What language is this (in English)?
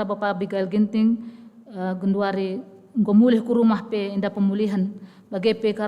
Batak Karo